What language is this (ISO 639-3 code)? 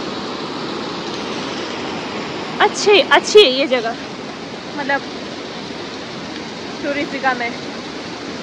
hin